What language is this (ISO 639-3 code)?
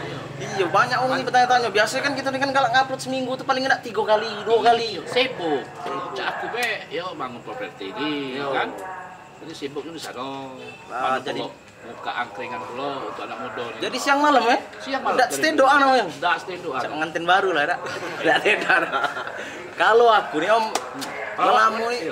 mui